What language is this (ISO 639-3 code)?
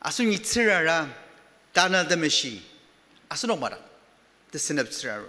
njo